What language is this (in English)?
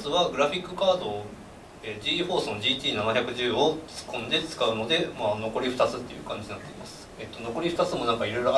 Japanese